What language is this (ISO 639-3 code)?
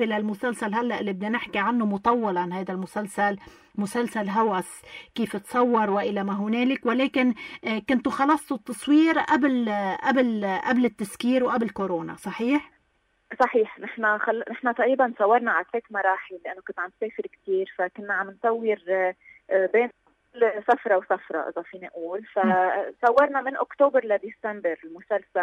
apc